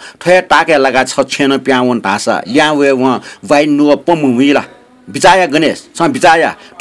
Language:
Newari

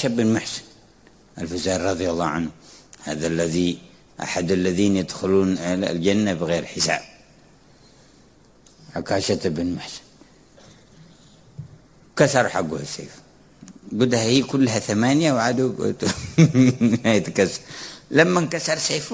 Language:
Arabic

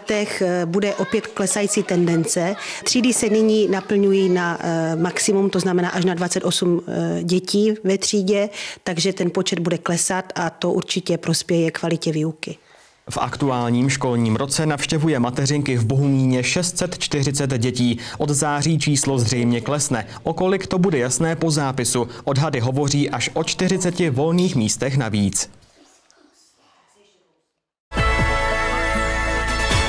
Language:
Czech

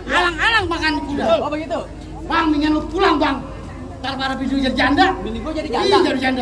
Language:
Betawi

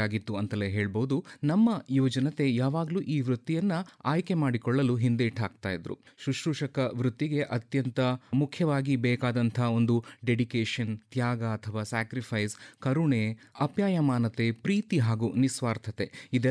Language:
Kannada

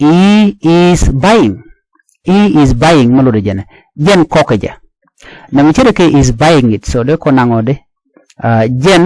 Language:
Nuer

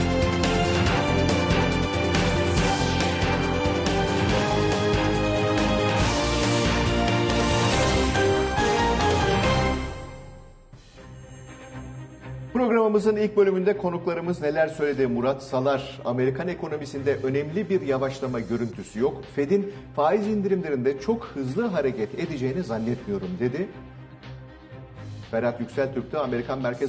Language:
Turkish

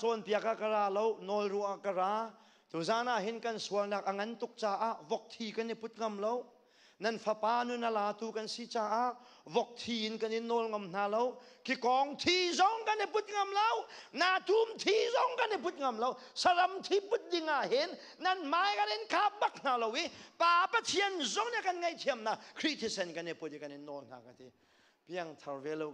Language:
Hakha Chin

